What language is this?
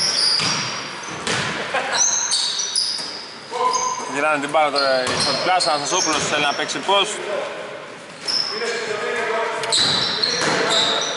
Greek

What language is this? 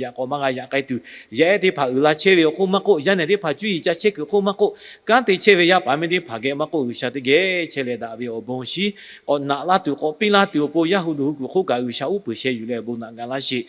Lahu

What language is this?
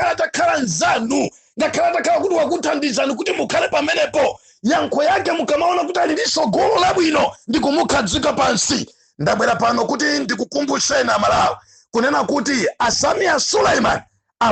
Nyanja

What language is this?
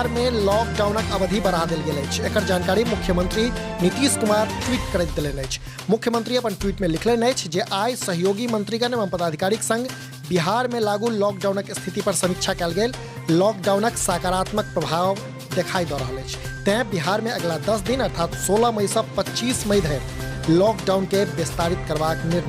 Maithili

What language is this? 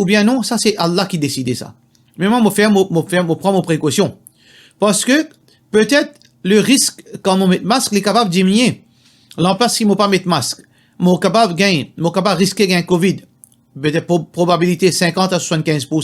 Morisyen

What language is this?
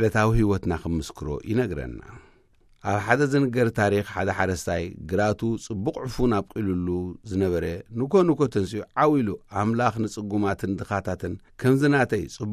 Tigrinya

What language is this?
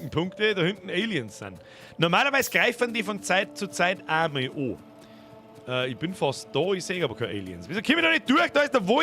Bavarian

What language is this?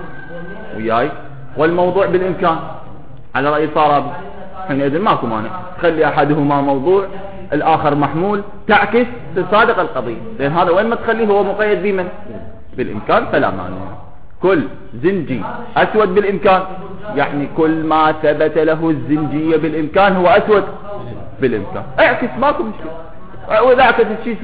Mesopotamian Arabic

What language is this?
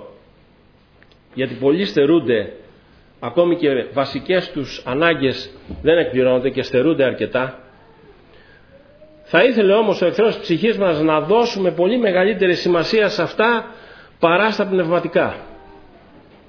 Greek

